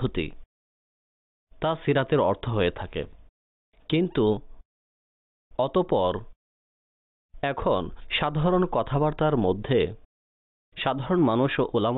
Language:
Bangla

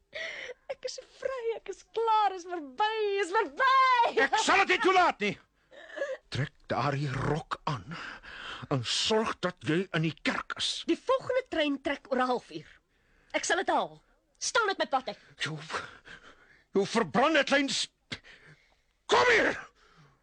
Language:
Afrikaans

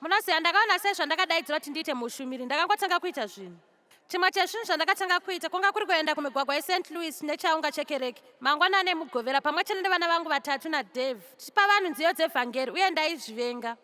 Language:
Shona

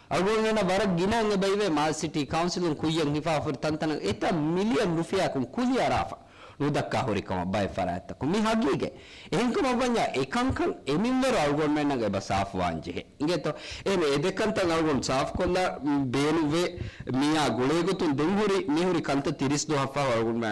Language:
Divehi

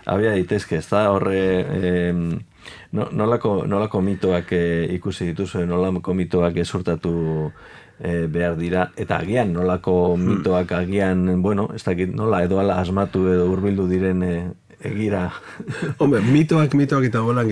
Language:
Basque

